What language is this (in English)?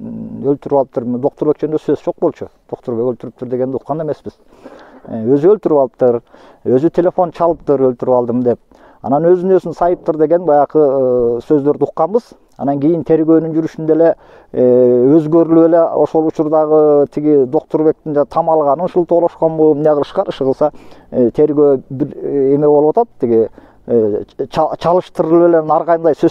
Kyrgyz